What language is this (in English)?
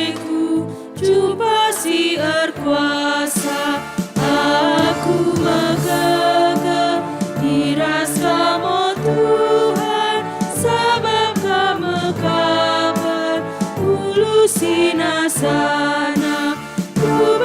Batak Karo